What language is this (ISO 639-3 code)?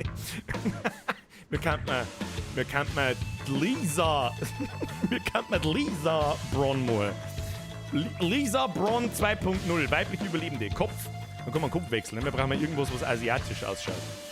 bar